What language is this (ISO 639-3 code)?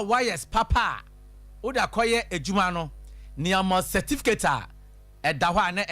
aka